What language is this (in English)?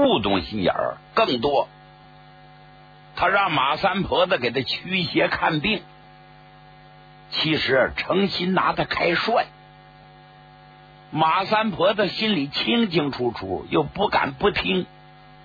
Chinese